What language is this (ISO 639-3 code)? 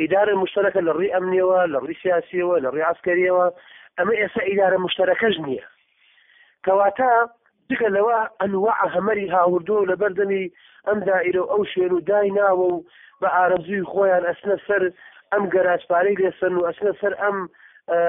ckb